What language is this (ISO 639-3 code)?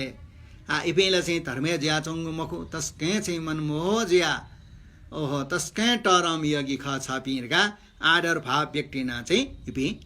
new